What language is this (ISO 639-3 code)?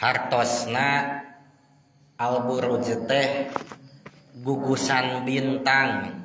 sun